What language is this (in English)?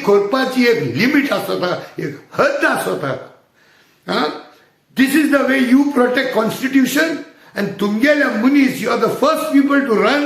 Konkani